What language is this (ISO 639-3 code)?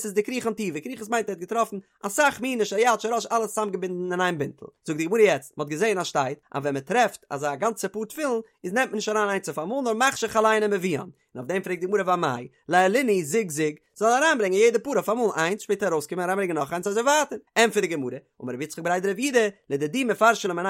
yid